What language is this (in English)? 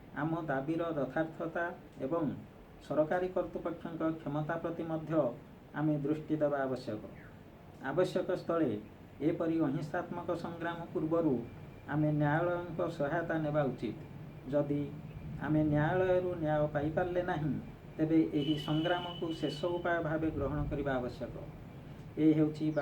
Odia